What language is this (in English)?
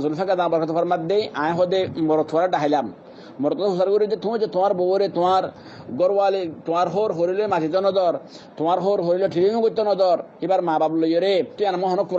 Rohingya